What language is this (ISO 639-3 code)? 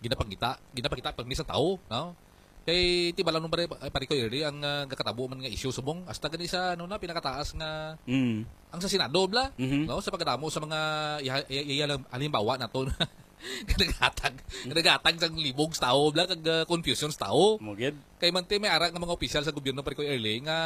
hil